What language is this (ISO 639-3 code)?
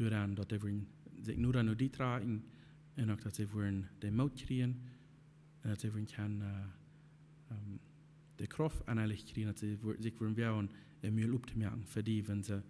pdt